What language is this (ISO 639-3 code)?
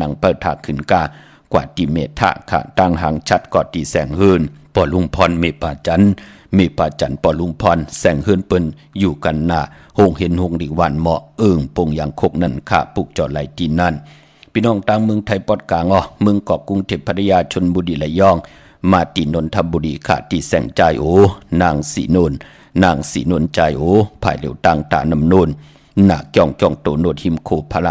shn